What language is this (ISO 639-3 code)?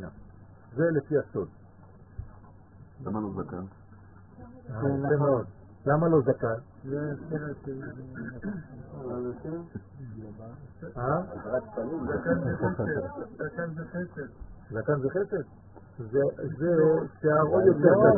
heb